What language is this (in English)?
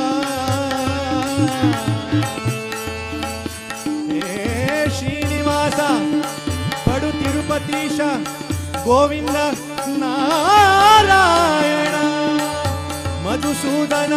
Kannada